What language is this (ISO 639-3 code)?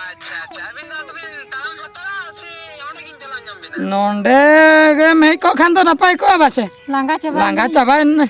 sat